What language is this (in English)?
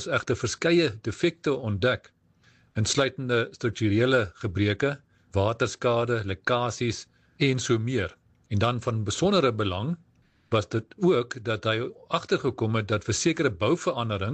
Afrikaans